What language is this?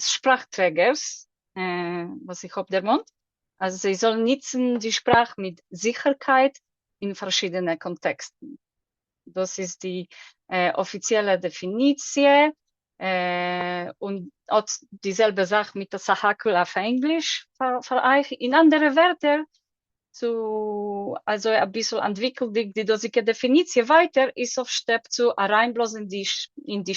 Yiddish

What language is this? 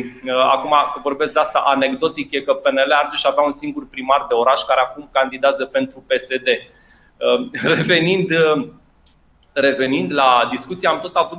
Romanian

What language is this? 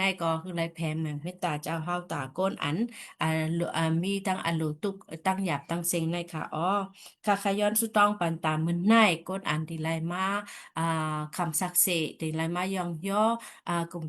Shan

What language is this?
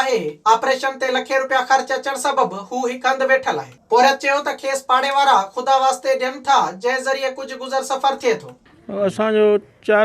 Sindhi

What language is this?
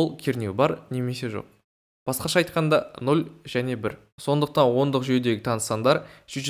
Kazakh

